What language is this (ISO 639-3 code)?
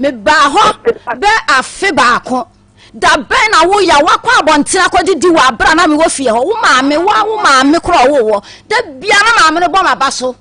aka